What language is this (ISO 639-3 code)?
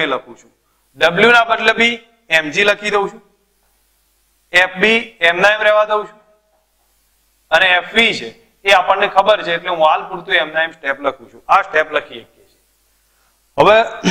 guj